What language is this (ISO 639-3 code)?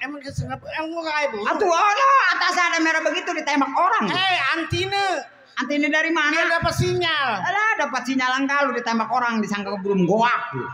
bew